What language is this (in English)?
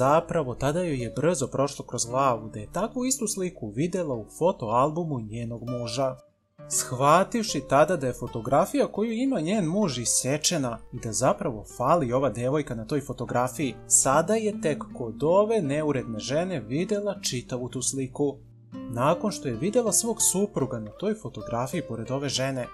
Serbian